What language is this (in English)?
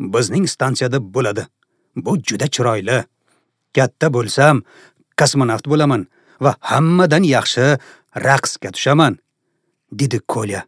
Uzbek